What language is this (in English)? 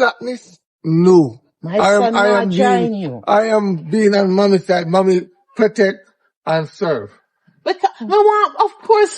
Jamaican Creole English